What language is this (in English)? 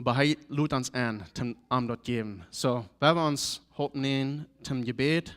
Plautdietsch